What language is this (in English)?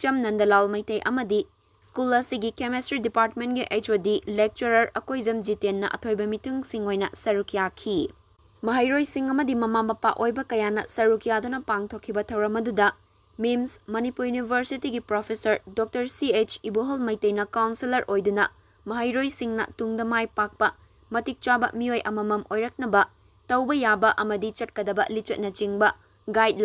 Manipuri